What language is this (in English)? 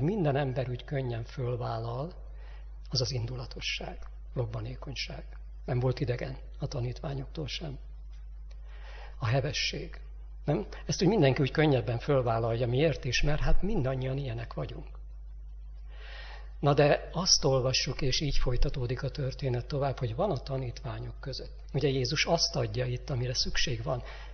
Hungarian